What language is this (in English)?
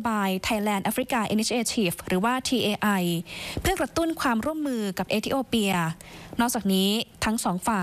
Thai